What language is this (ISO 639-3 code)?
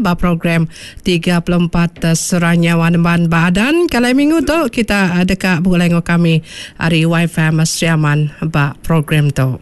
iba